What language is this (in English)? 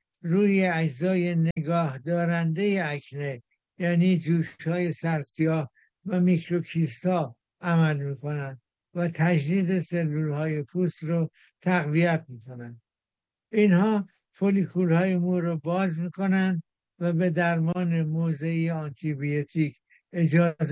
Persian